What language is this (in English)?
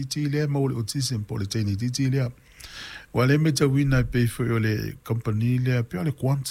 Samoan